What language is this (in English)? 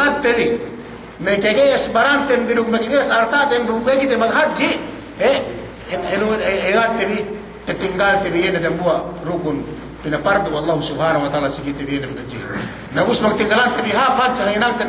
Yakan